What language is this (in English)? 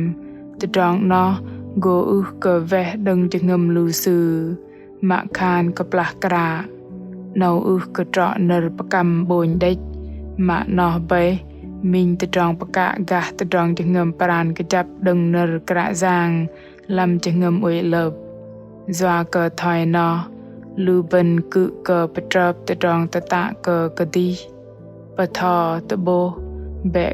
Bahnar